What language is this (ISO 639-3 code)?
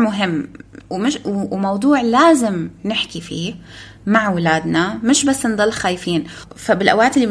apc